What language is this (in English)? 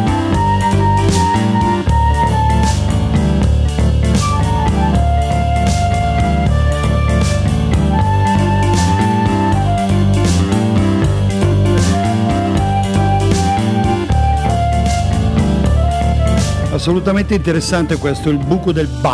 Italian